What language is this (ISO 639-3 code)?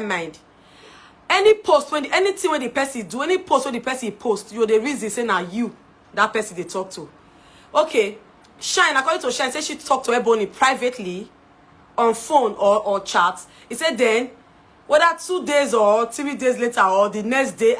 pcm